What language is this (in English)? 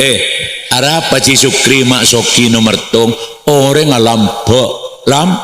Madurese